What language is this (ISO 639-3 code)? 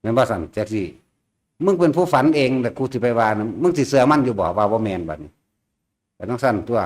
tts